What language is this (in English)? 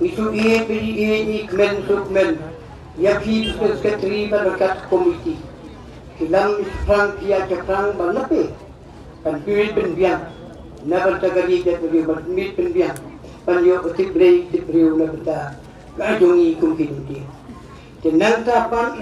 Khasi